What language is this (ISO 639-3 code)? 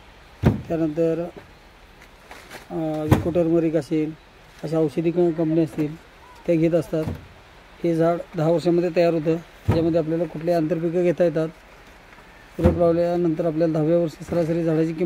mar